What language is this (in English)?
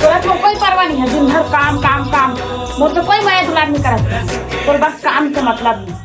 Chhattisgarhi